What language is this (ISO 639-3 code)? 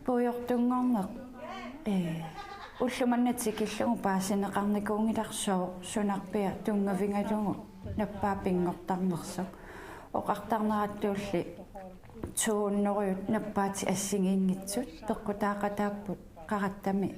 kal